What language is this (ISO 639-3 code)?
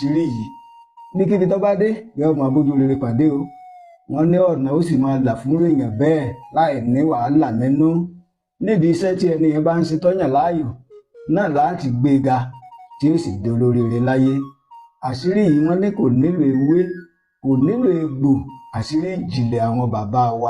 yor